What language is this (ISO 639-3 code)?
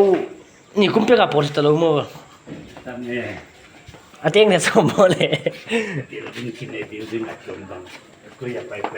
pck